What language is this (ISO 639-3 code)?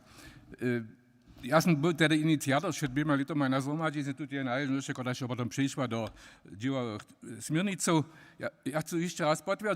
hsb